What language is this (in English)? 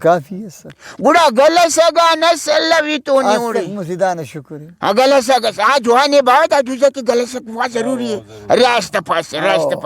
Brahui